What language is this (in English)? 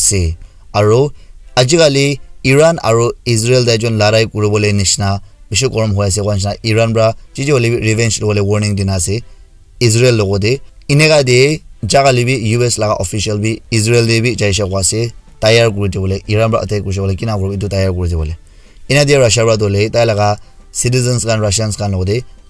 Naga Pidgin